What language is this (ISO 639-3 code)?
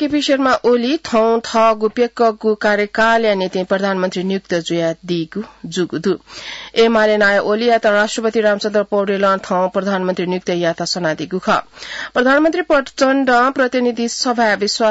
new